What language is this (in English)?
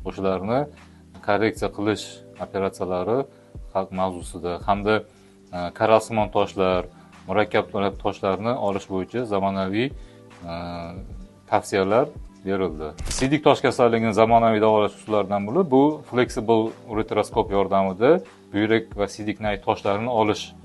Uzbek